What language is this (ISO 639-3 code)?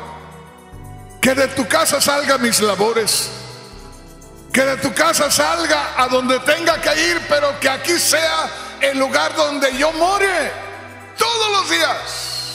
spa